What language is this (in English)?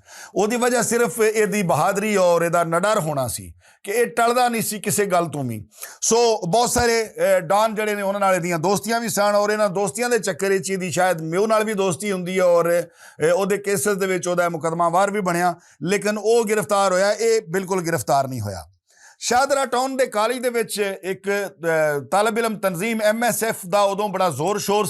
Western Panjabi